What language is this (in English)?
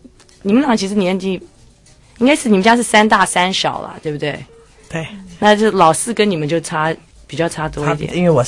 Chinese